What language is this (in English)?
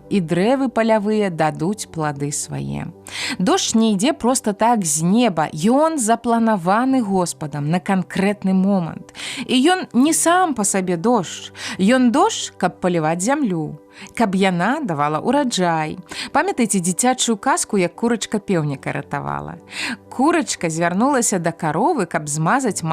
Belarusian